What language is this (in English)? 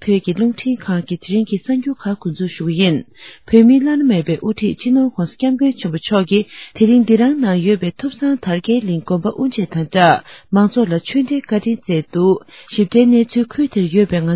Tibetan